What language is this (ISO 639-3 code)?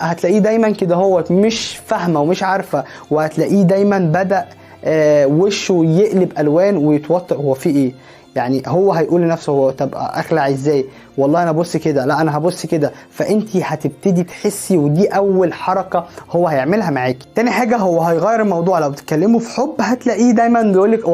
arz